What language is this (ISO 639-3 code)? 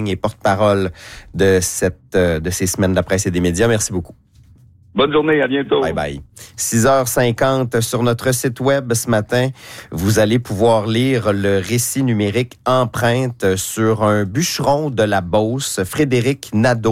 fra